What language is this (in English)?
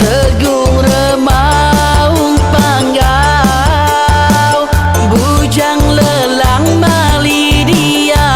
Iban